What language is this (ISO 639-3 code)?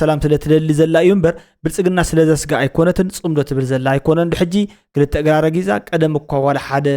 tir